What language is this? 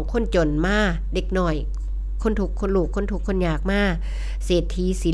Northeastern Thai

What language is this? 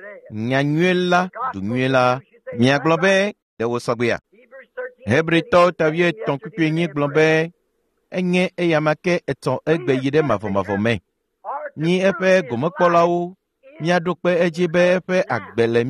Ewe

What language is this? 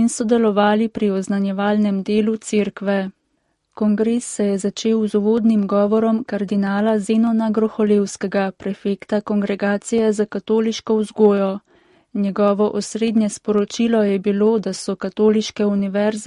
Slovenian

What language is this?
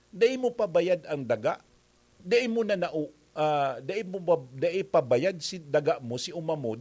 Bikol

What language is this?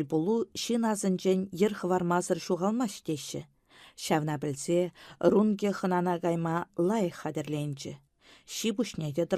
Chuvash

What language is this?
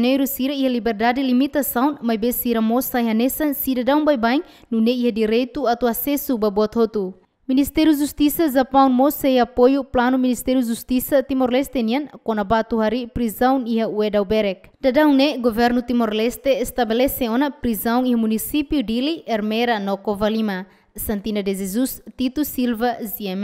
Tetum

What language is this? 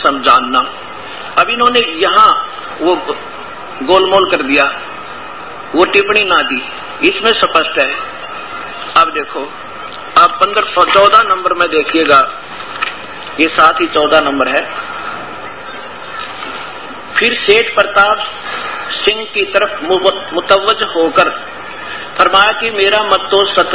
Hindi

